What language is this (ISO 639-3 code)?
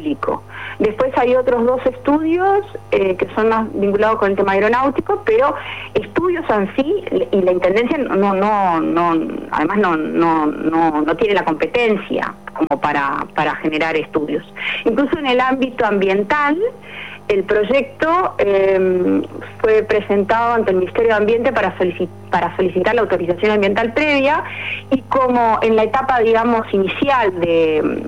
spa